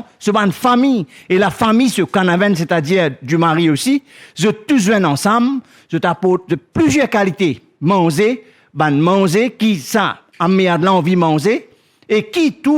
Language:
Morisyen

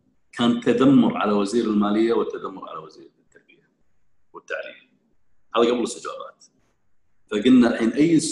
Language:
Gulf Arabic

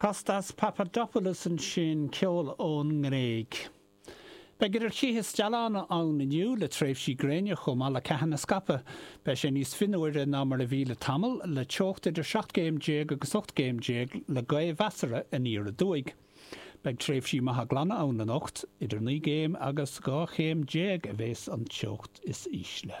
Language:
Irish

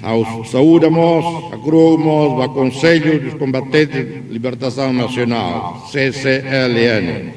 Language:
Tetum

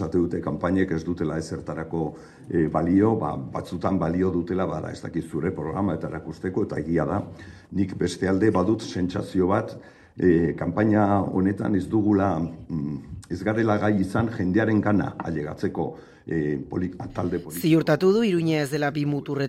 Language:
Basque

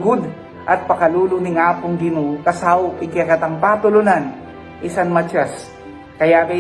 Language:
Pampanga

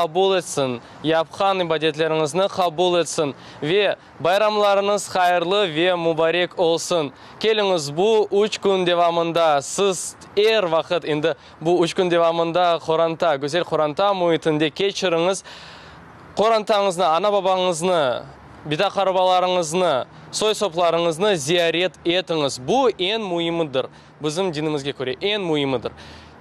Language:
Crimean Tatar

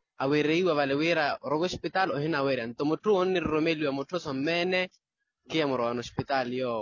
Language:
Makhuwa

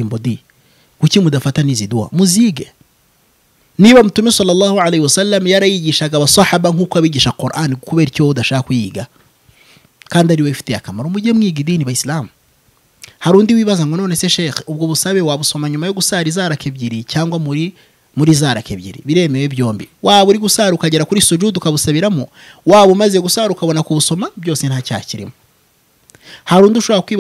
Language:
Kinyarwanda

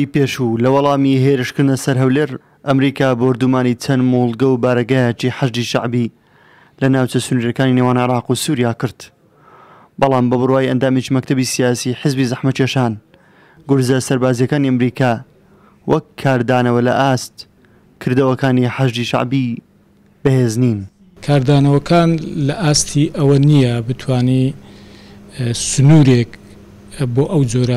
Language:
Central Kurdish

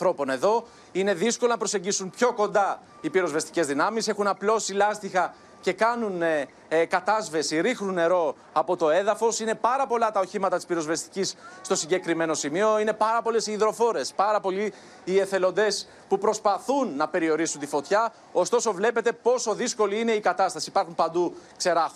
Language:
Greek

